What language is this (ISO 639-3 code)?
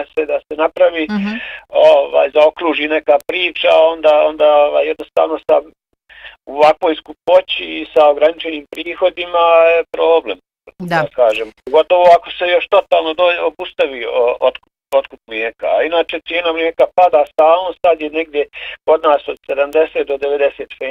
bos